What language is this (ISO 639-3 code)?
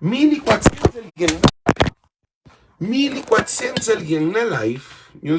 kea